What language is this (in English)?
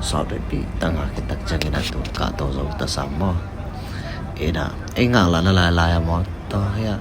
Tedim Chin